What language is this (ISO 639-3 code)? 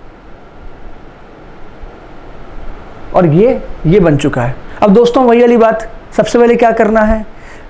hin